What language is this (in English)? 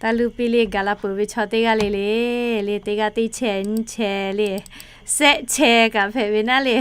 Lahu